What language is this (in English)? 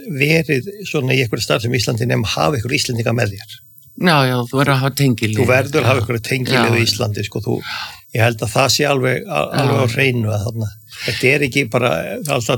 Icelandic